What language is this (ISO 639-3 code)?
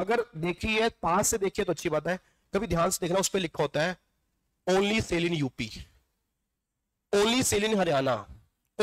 hin